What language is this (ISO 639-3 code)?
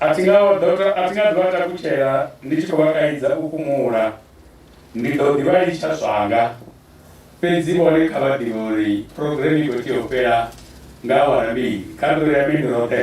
ven